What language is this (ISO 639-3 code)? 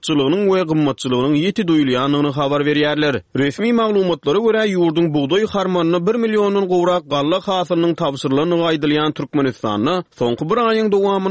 tuk